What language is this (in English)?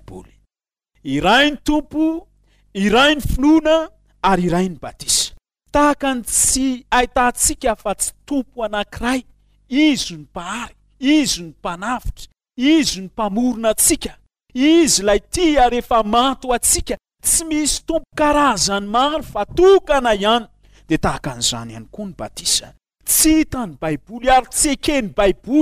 Malagasy